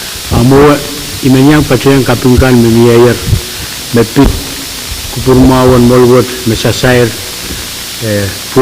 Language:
Pohnpeian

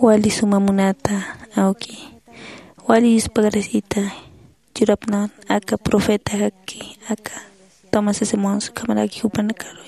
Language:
Aymara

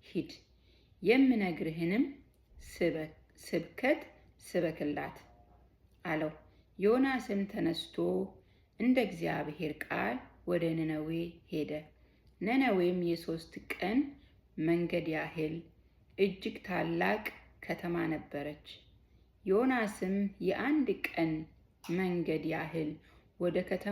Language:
Amharic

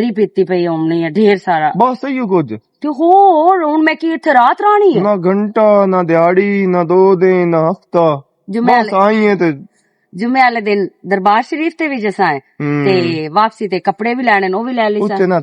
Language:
Western Panjabi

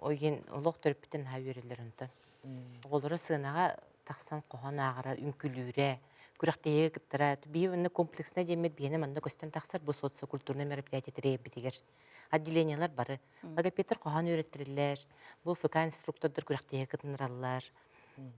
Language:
Yakut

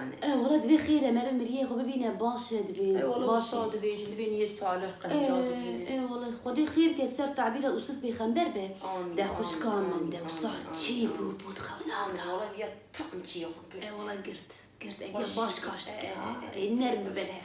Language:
Kurdish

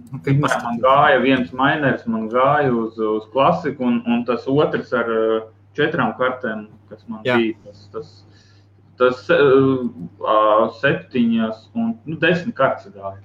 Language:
Latvian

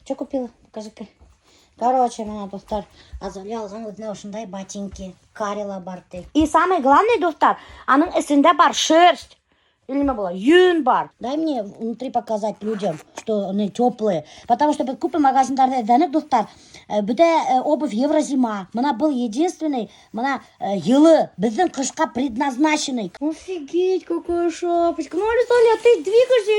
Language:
Bashkir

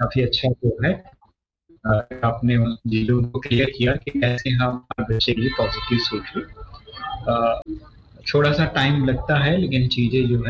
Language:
Hindi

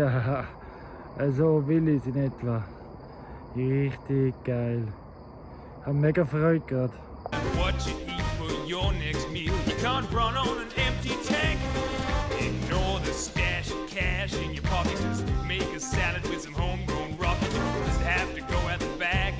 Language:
Swiss German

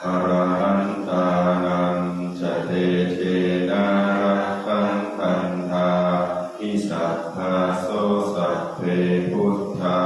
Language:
Pali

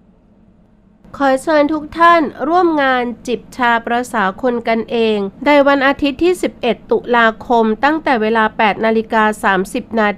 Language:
Thai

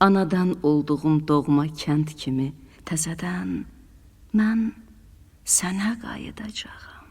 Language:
Azerbaijani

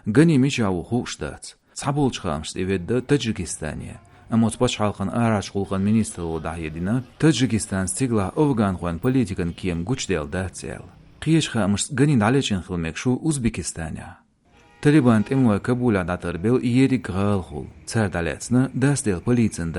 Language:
Chechen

